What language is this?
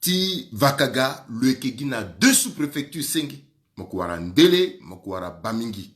Sango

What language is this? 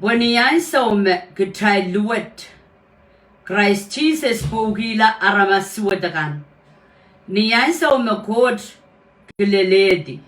Pohnpeian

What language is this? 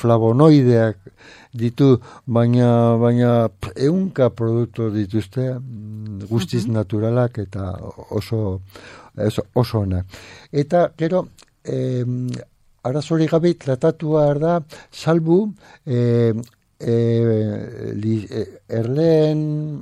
Basque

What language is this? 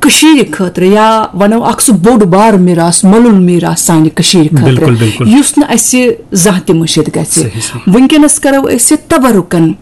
Kashmiri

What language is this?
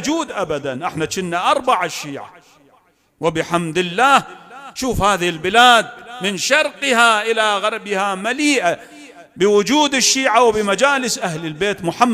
Mesopotamian Arabic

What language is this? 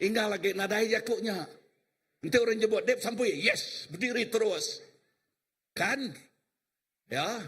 Iban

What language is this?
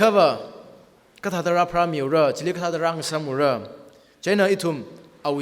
Tangkhul Naga (India)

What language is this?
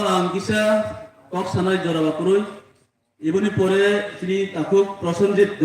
Kok Borok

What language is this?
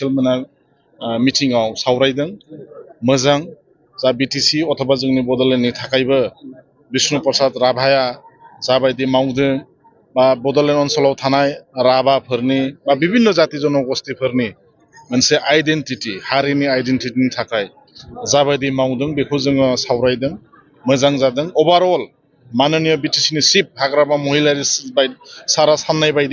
Bodo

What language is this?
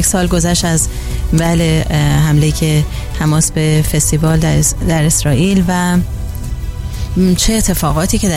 Persian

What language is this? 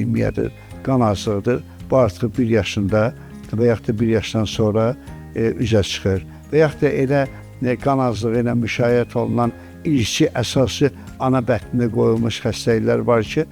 Azerbaijani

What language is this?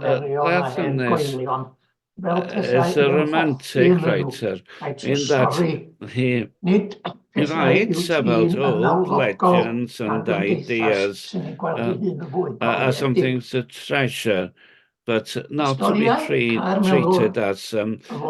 Welsh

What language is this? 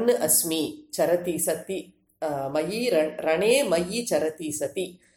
Sanskrit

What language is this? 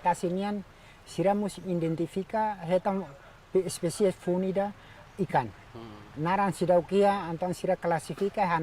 Tetum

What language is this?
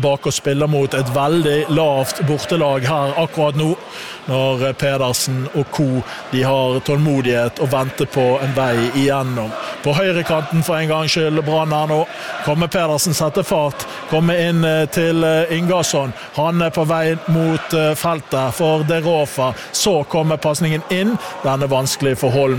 Norwegian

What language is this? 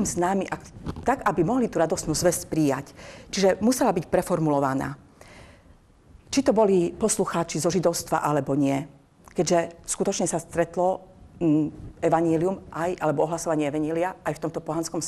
Slovak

